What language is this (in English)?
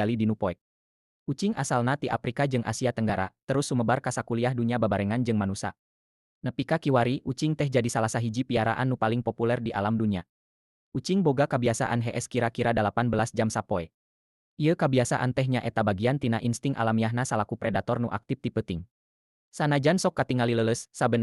Sundanese